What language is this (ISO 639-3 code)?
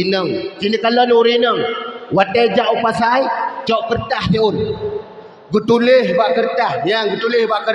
ace